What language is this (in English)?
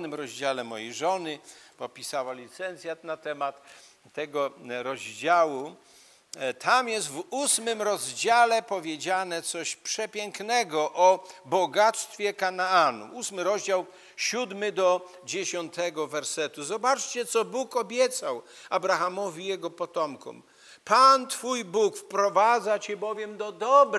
Polish